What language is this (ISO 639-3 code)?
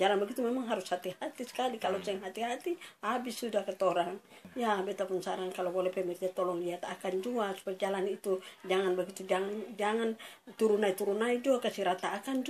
abs